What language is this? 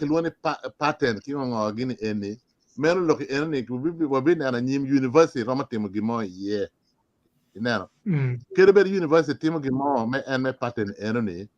Acoli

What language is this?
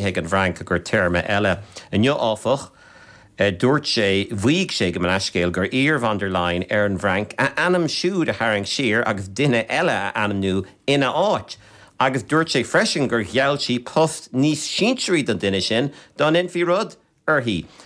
Irish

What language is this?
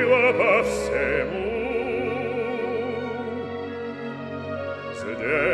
Russian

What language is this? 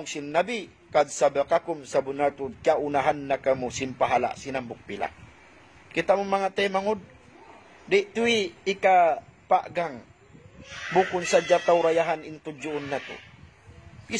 Tausug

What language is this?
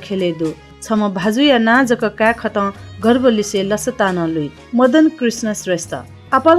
Newari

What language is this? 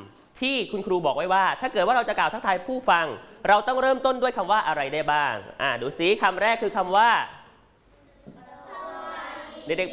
Thai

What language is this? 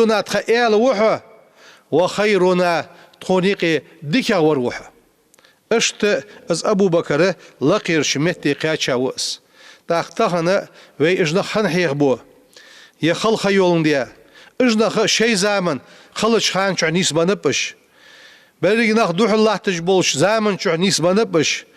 Ingush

